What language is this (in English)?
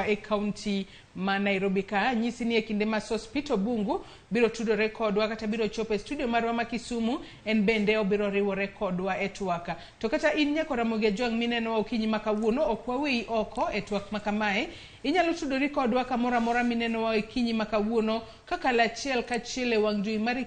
Luo (Kenya and Tanzania)